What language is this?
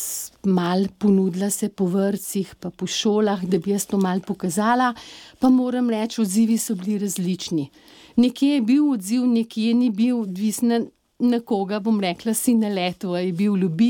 Slovenian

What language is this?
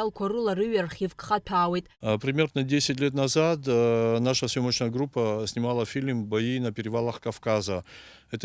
Abkhazian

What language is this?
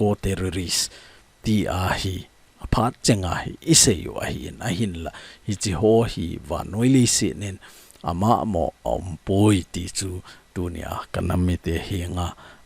Thado Chin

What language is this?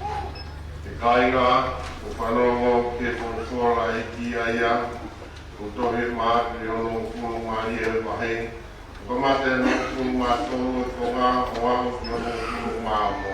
Tongan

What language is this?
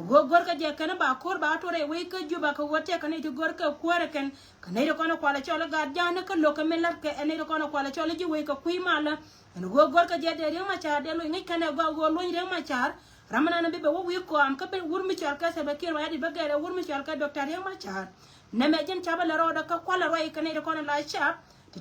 Nuer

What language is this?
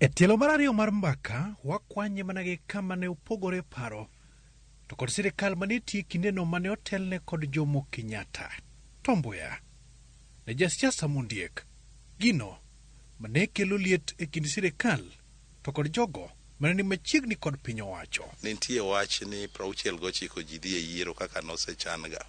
Luo (Kenya and Tanzania)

